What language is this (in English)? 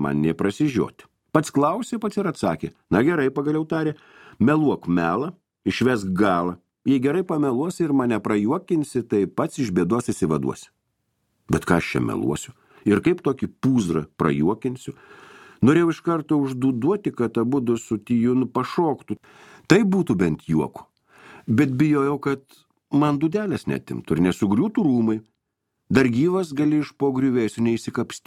Lithuanian